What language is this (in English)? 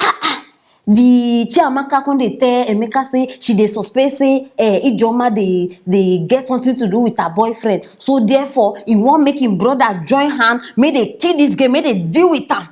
Nigerian Pidgin